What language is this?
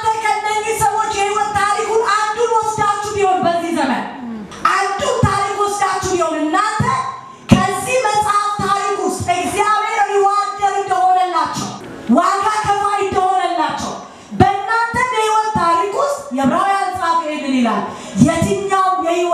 Amharic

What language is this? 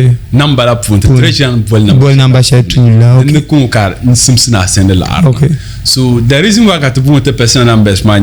Dagbani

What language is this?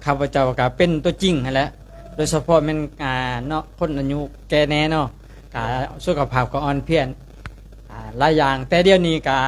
Lao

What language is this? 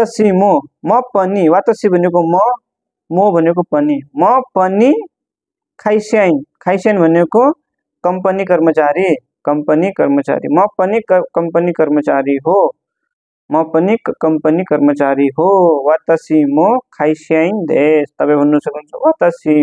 Nepali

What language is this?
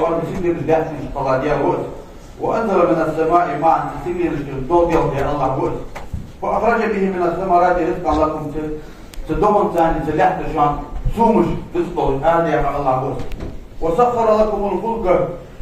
Ingush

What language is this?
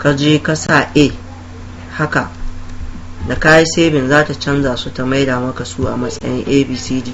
Hausa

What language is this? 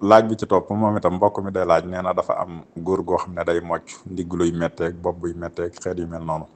Wolof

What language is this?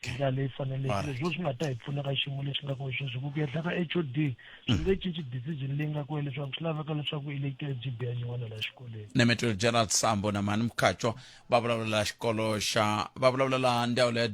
Tsonga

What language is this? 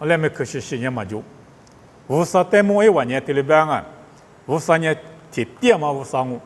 Lisu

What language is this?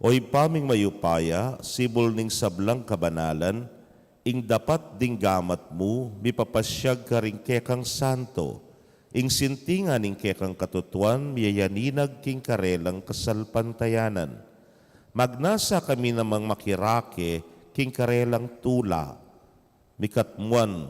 Pampanga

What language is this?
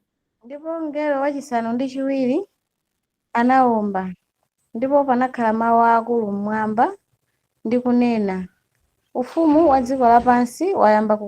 Nyanja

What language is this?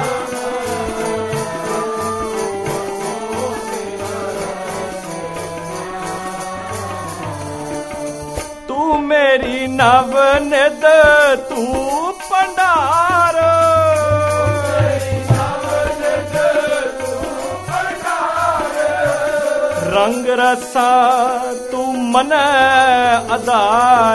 Punjabi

